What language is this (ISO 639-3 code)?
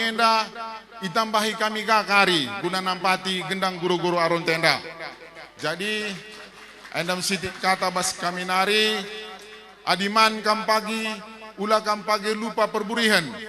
btx